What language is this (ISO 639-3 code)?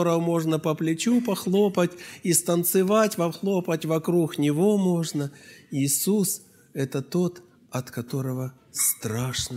rus